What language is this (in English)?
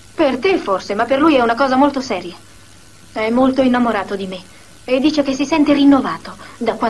Italian